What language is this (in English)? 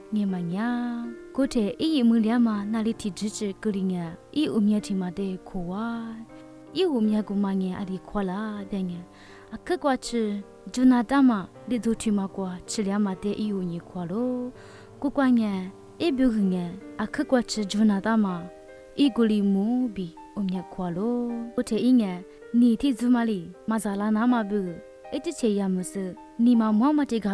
Lisu